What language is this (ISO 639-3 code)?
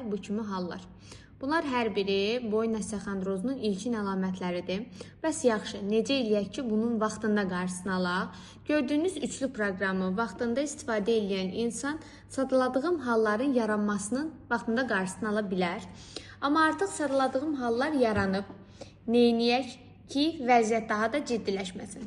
aze